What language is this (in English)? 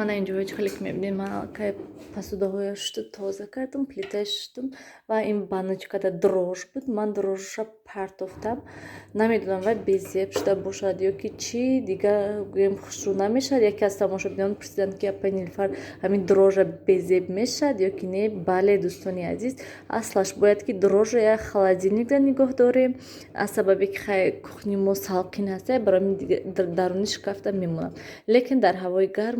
Tajik